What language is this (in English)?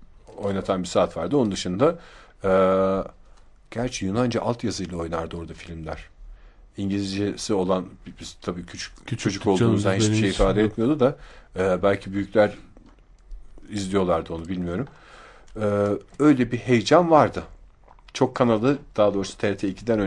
Turkish